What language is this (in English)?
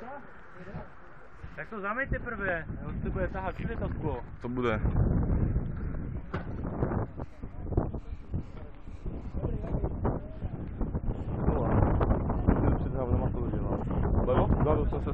Czech